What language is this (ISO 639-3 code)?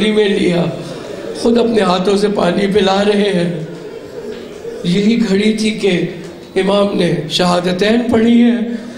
urd